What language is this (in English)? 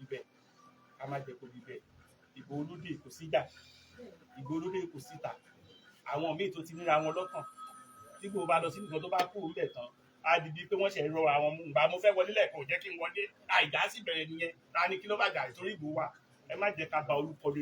Yoruba